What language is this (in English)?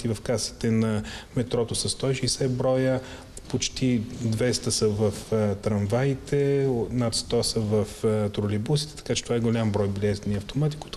Bulgarian